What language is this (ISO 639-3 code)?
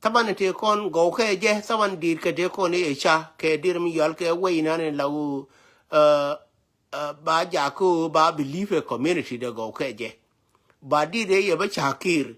nus